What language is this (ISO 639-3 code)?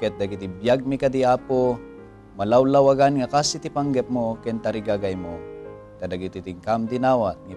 ilo